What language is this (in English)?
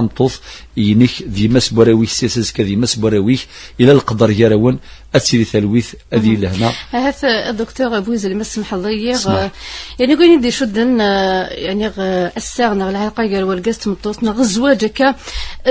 Kabyle